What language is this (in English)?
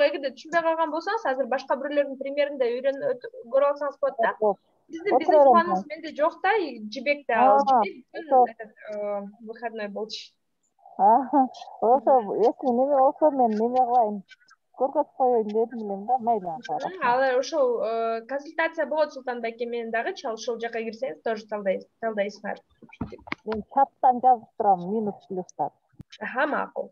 Kyrgyz